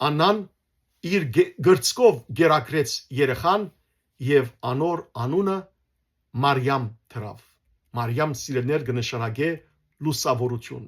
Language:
Western Armenian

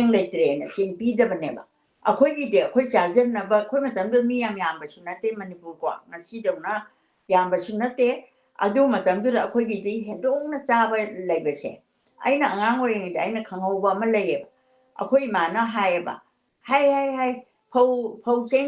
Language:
Manipuri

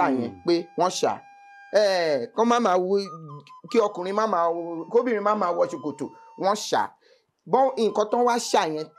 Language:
Yoruba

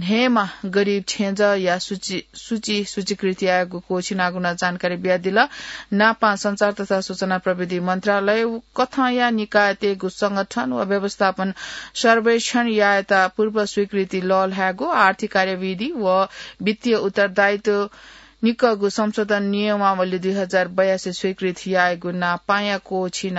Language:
Newari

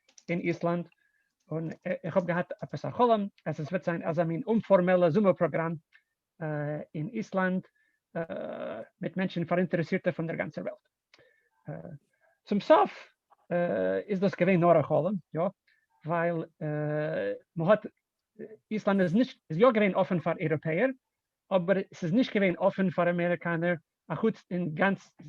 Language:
Yiddish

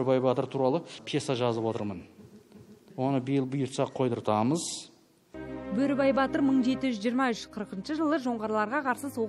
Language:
Kazakh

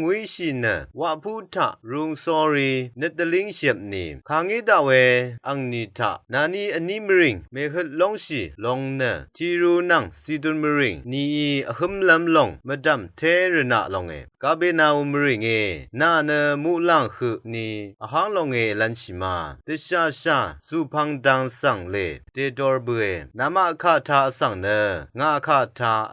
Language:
Rawang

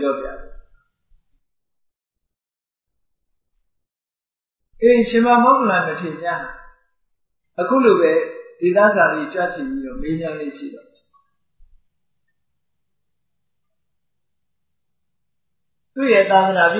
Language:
Burmese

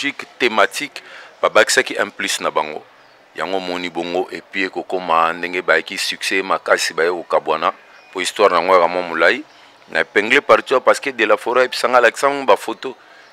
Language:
Lingala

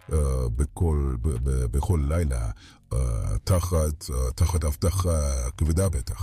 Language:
Hebrew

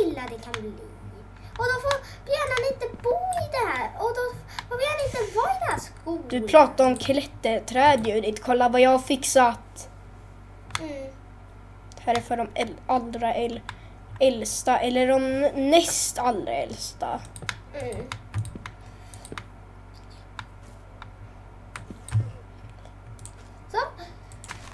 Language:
Swedish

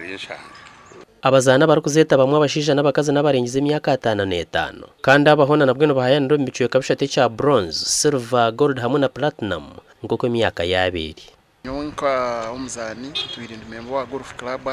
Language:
Nyankole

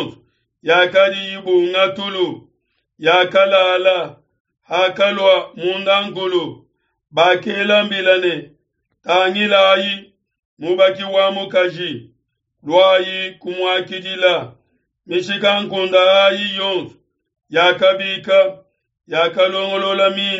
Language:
Luba-Lulua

